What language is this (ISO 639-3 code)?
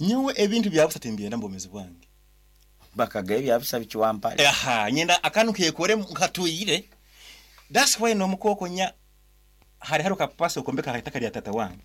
nyn